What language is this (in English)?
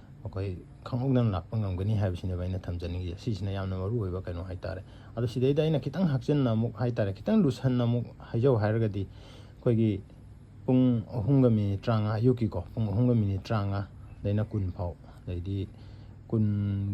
Manipuri